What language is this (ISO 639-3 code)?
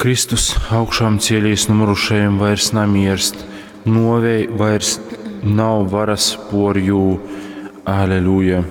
ltg